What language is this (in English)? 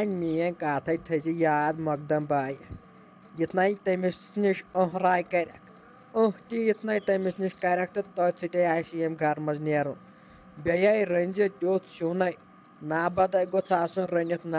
Kashmiri